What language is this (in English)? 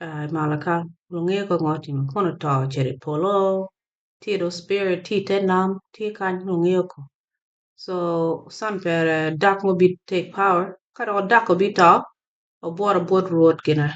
Acoli